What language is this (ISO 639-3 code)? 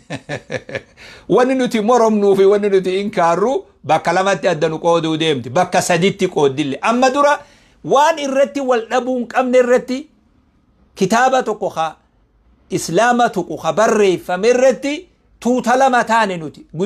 orm